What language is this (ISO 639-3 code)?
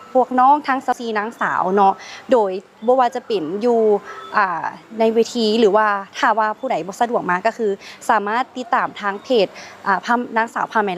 lao